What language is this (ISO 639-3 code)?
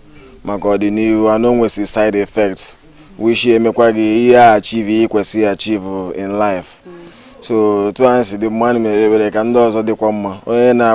ibo